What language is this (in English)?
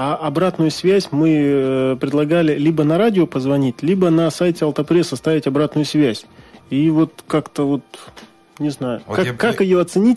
Russian